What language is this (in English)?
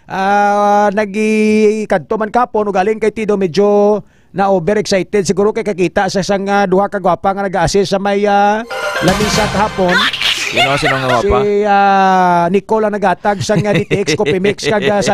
Hiligaynon